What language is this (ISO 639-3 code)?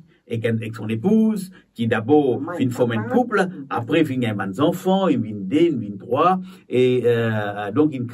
mfe